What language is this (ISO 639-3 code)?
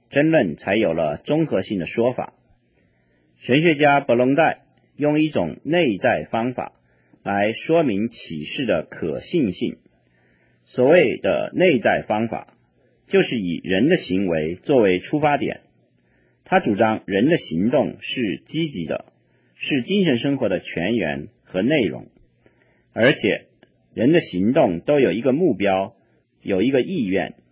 zho